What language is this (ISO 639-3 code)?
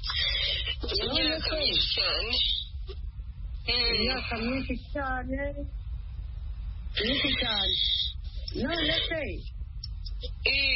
kin